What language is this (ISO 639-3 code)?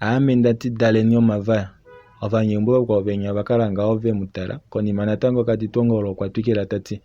kua